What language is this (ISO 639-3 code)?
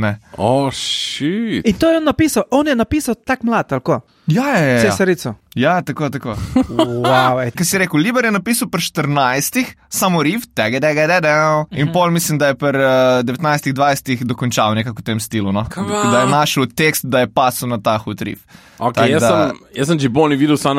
slv